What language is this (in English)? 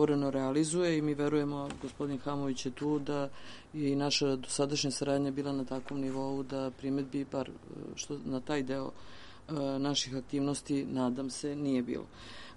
Serbian